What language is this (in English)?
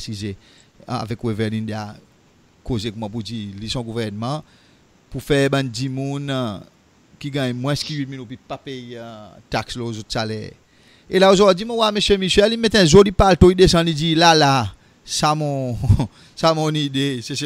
Seselwa Creole French